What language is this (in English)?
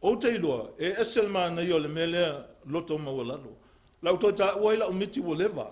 Samoan